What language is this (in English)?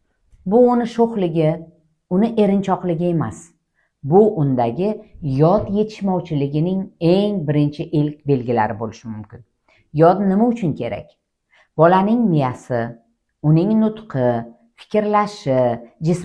Uzbek